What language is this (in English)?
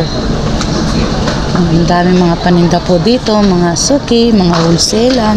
Filipino